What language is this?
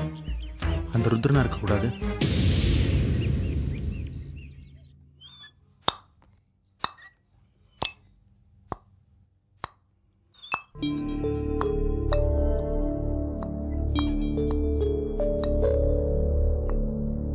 Tamil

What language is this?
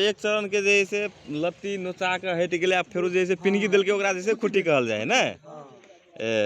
Magahi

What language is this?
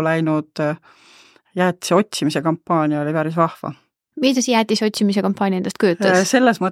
Estonian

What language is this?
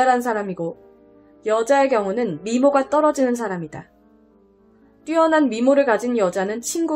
Korean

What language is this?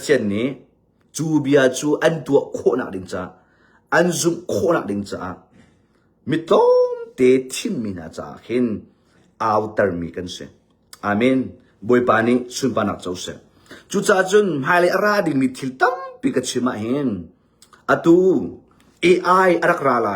Hakha Chin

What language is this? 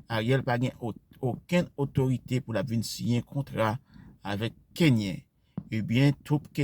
Haitian Creole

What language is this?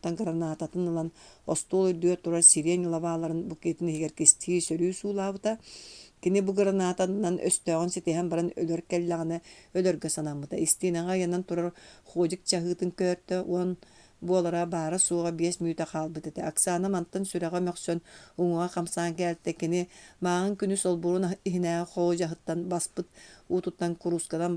Yakut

